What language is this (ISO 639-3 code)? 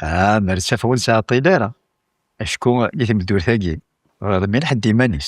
kab